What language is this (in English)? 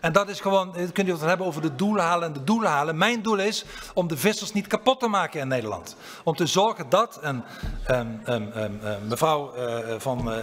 Dutch